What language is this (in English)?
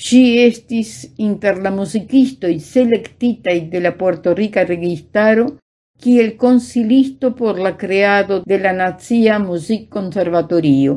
Esperanto